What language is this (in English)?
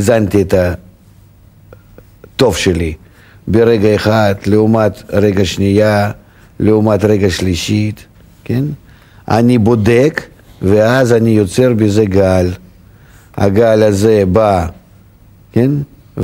Hebrew